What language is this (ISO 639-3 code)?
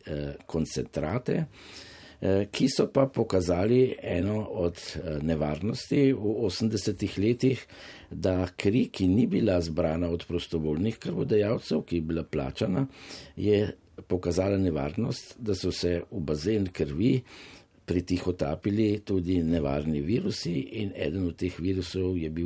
slv